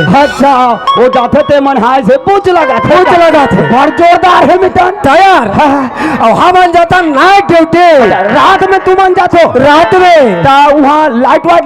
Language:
Chhattisgarhi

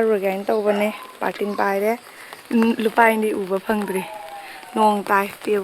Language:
Manipuri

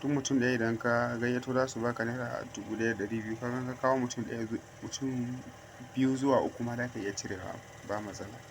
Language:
Hausa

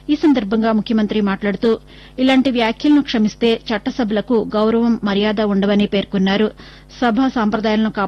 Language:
Telugu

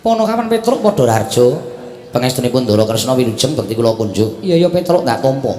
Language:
Javanese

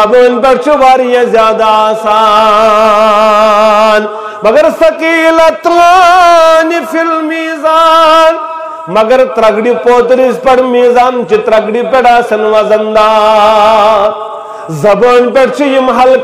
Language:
Kashmiri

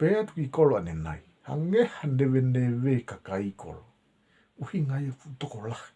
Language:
Tongan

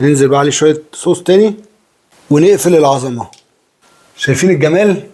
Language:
Egyptian Arabic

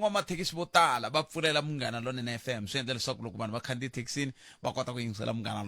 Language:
Tsonga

